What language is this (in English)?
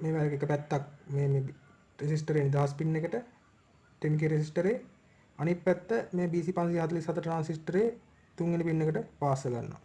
Sinhala